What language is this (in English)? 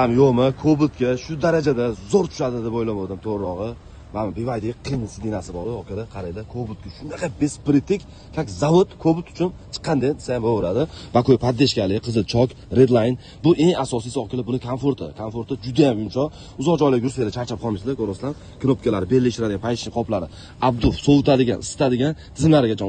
Uzbek